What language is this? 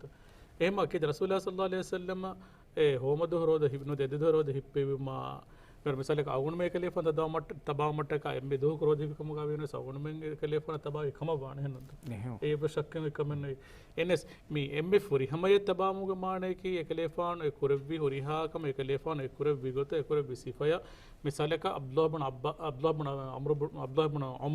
Divehi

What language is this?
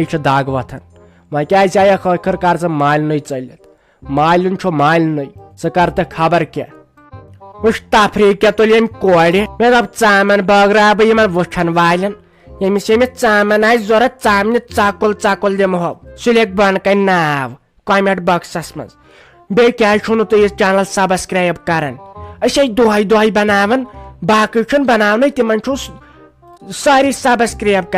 Kashmiri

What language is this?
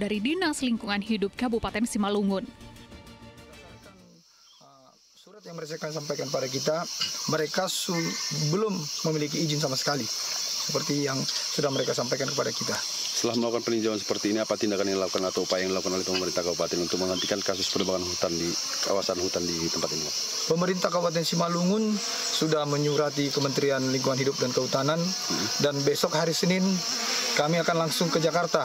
Indonesian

